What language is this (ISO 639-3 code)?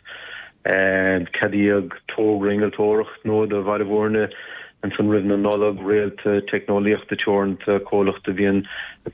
gle